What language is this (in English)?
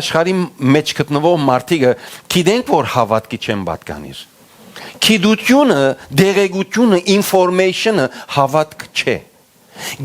Western Armenian